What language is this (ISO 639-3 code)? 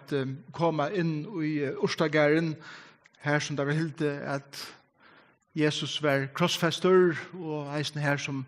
fao